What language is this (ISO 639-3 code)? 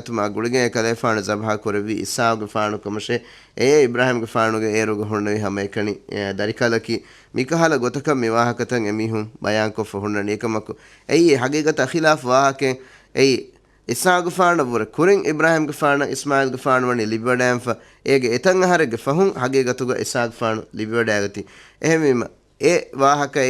div